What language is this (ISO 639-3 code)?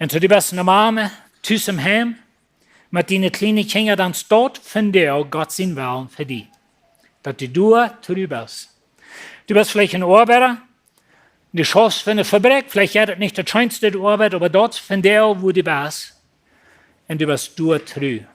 pdt